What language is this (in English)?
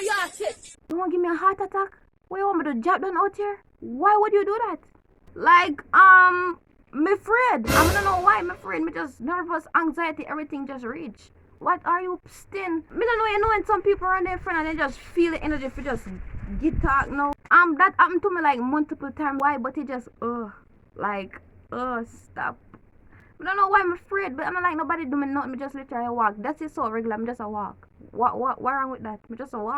Jamaican Creole English